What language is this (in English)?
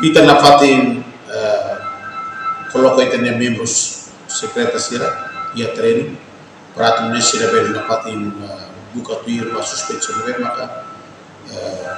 Tetum